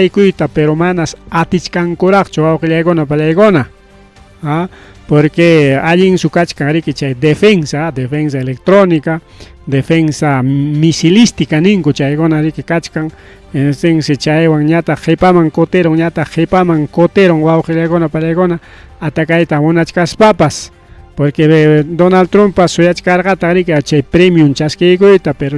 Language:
Ayacucho Quechua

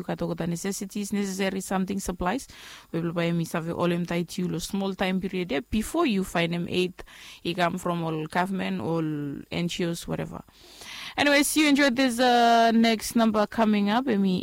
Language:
Bislama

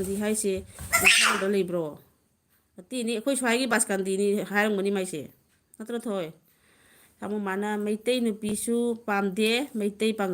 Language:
Manipuri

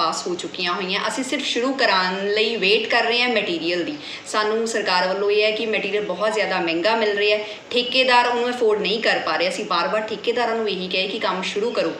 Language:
Punjabi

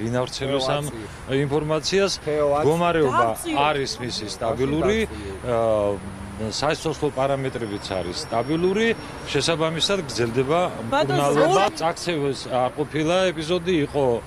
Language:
Georgian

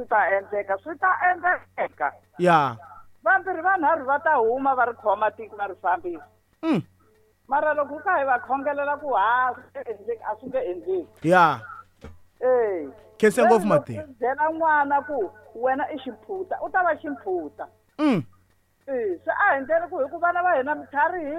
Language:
Tsonga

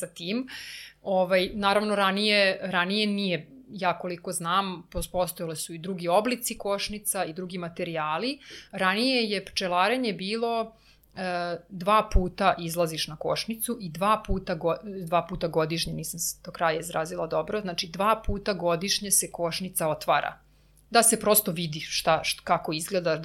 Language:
Serbian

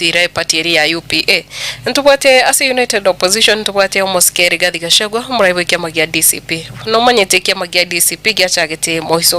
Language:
Gusii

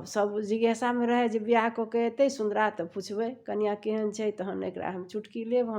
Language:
Maithili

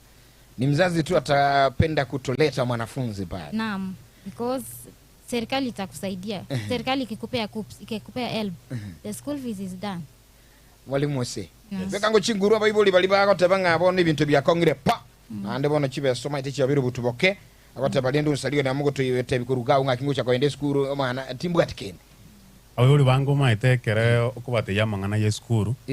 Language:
Gusii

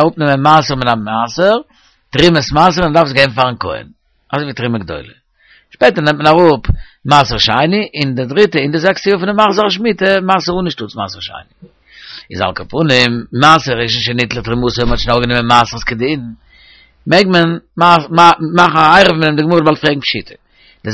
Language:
Yiddish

